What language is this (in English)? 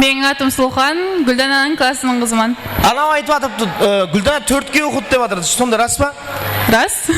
Kara-Kalpak